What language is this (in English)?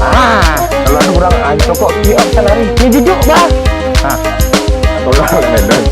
Minangkabau